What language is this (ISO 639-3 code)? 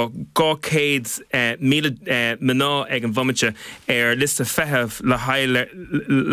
gle